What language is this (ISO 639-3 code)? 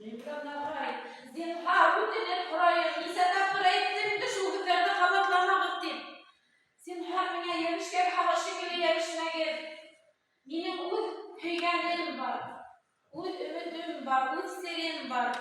bak